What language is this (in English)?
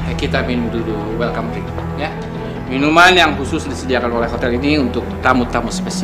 Indonesian